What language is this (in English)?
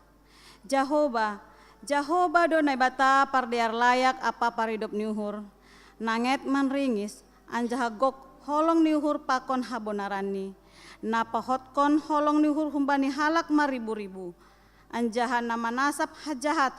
Batak Simalungun